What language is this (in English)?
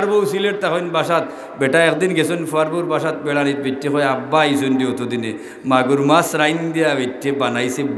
Sylheti